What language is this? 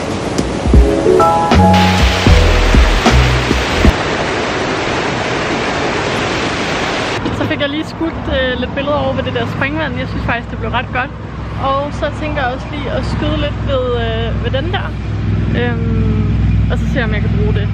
Danish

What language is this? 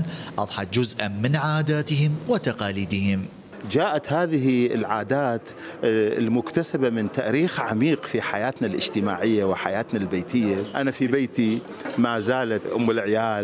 Mesopotamian Arabic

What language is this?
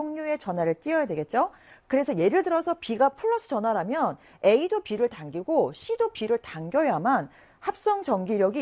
Korean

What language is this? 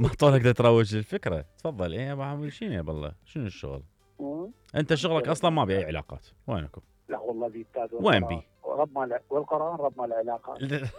Mesopotamian Arabic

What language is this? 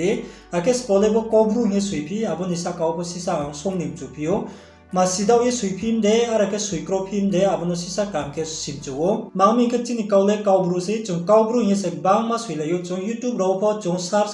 Riang (India)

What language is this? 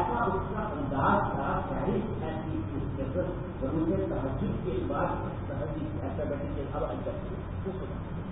Urdu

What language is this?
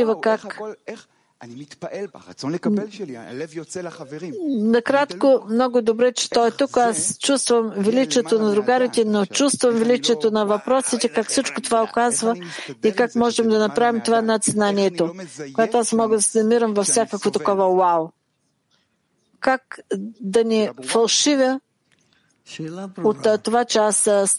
Bulgarian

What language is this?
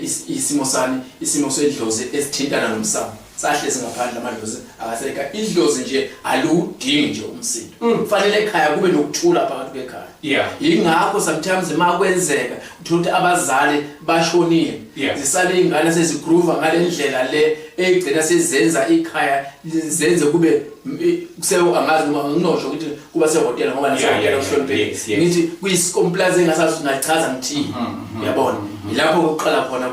Zulu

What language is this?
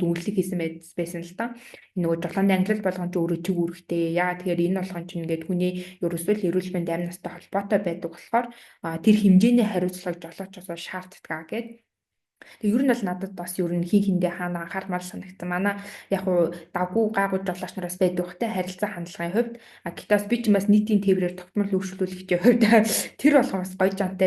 Mongolian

